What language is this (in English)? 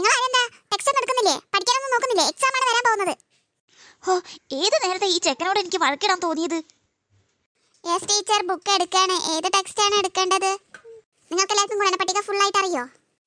Malayalam